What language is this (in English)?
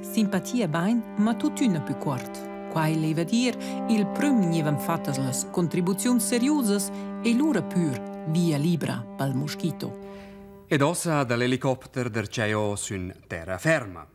Romansh